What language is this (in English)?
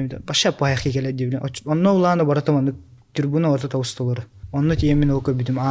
Yakut